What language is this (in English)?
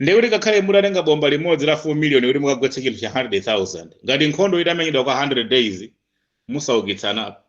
Nyanja